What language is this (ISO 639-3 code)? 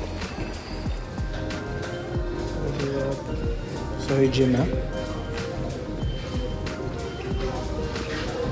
mar